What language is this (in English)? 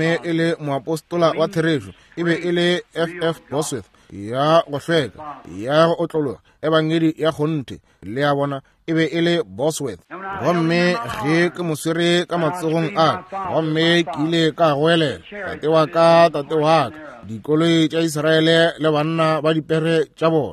Northern Sotho